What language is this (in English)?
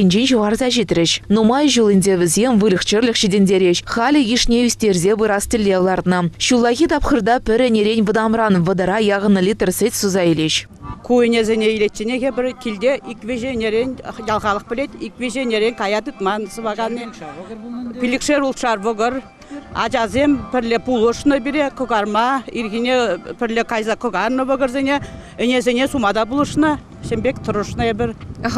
Chuvash